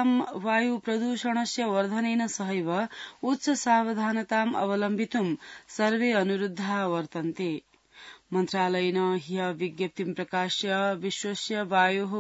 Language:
Sanskrit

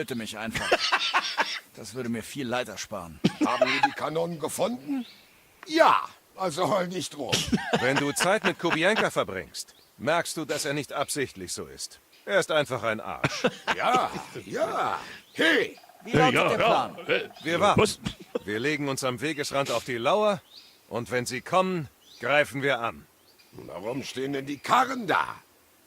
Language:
Bavarian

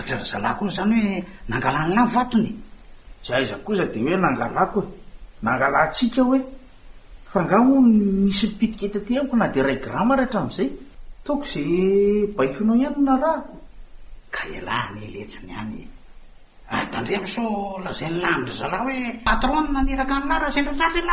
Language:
Malagasy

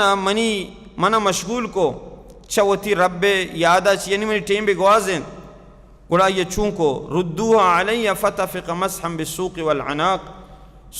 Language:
Baluchi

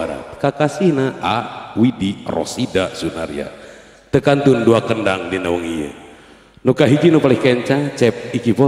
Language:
Sundanese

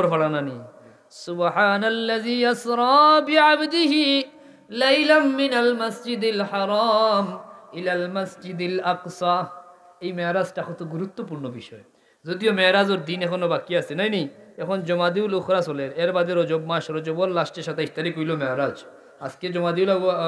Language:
Sylheti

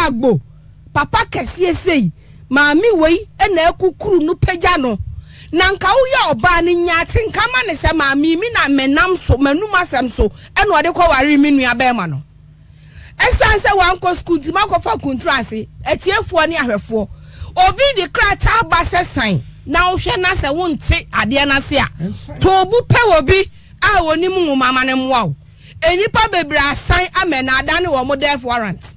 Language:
Akan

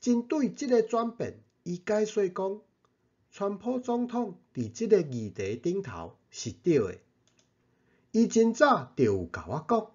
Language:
Min Nan Chinese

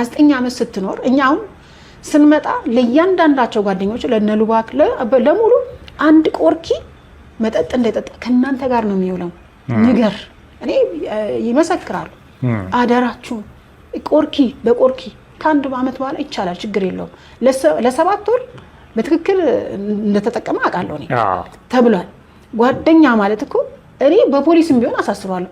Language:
Amharic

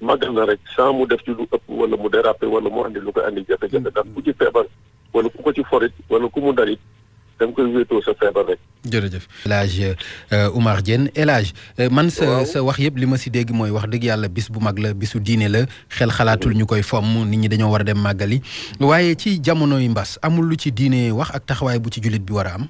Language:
Wolof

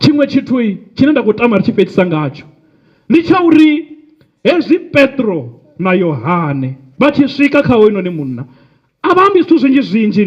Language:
Venda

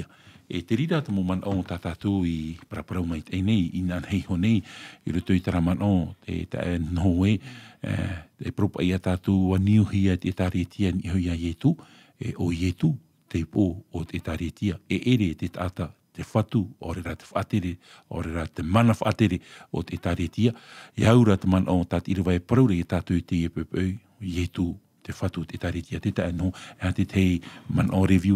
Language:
Tahitian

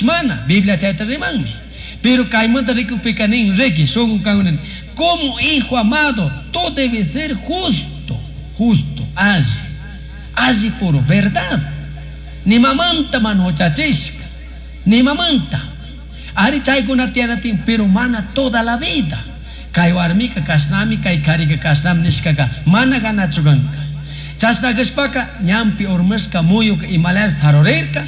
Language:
Chimborazo Highland Quichua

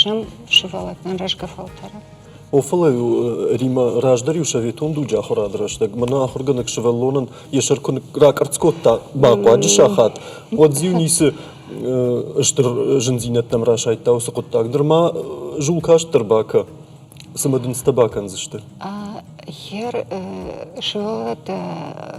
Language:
Ossetic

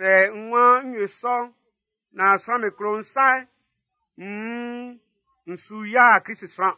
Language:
Baoulé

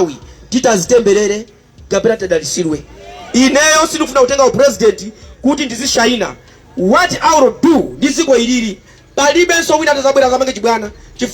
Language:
Nyanja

